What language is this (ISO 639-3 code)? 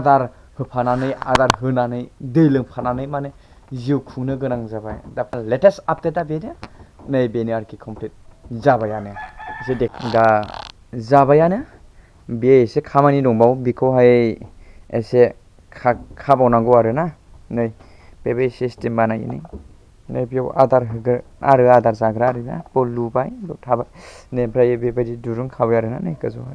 brx